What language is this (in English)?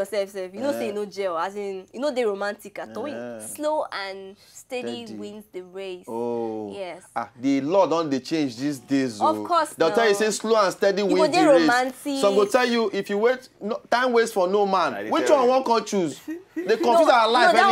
Nigerian Pidgin